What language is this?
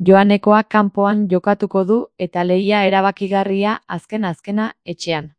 Basque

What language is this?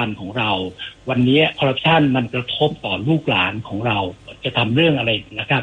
Thai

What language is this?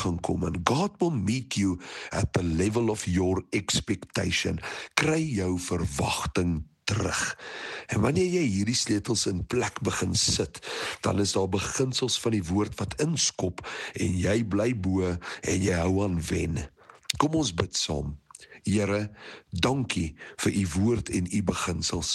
Afrikaans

